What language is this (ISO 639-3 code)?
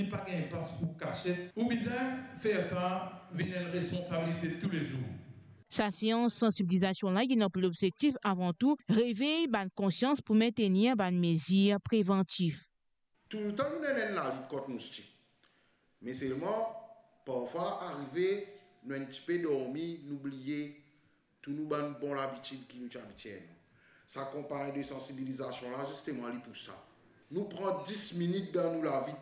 mfe